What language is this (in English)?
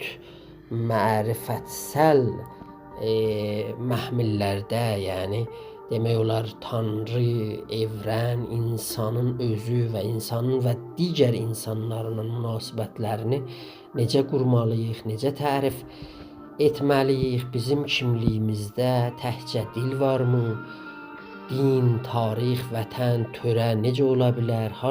South Azerbaijani